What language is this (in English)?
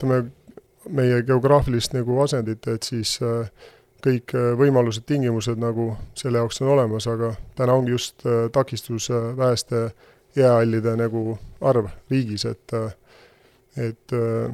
Estonian